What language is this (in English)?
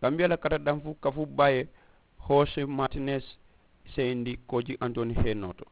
Mandingo